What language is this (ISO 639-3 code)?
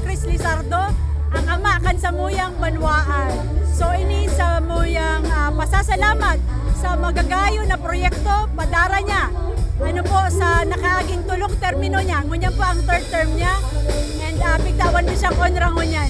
bik